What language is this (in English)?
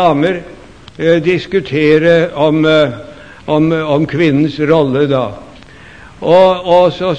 Norwegian